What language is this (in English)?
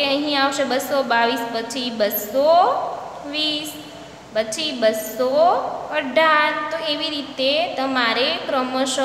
Gujarati